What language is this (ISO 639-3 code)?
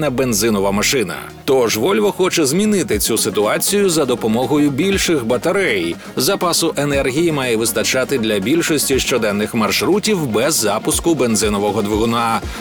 ukr